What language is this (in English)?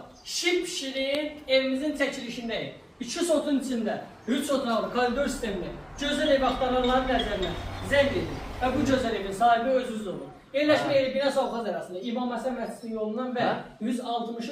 Azerbaijani